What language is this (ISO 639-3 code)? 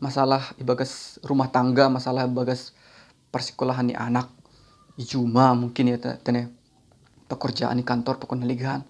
bts